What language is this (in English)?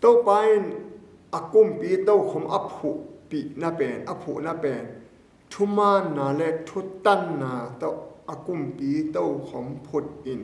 Tedim Chin